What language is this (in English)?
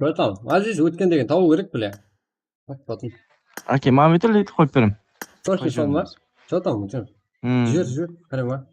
Kara-Kalpak